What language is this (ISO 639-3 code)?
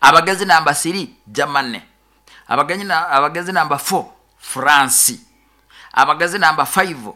nyo